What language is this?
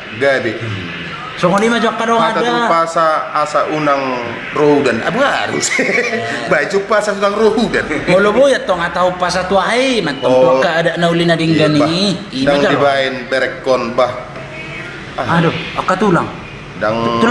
Batak Toba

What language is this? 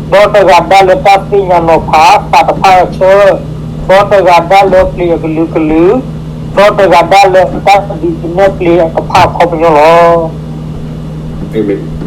S'gaw Karen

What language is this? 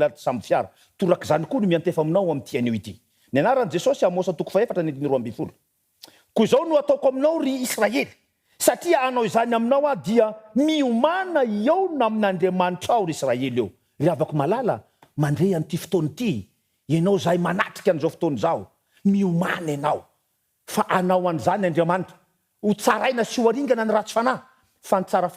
Malagasy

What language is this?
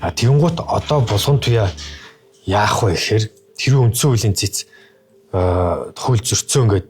Mongolian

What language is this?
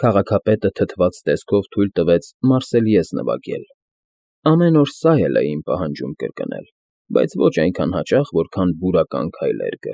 Armenian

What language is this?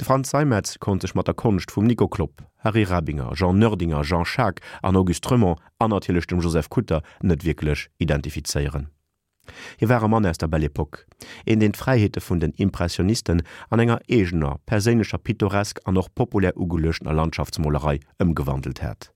Luxembourgish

